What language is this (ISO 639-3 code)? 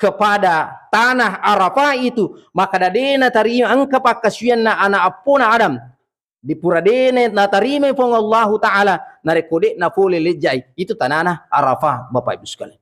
bug